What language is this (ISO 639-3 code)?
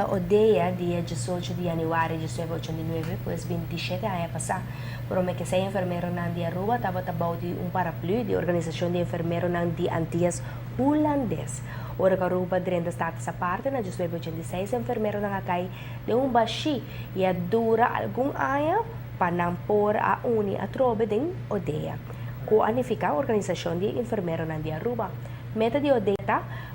pap